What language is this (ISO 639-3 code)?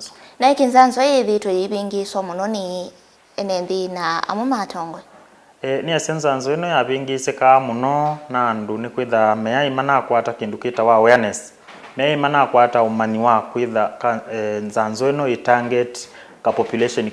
kam